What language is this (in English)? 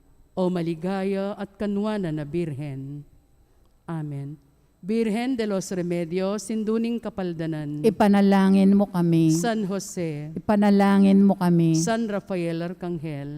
Pampanga